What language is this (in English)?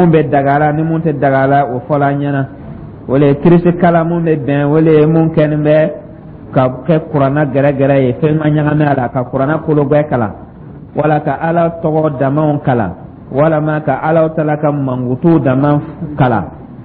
Dyula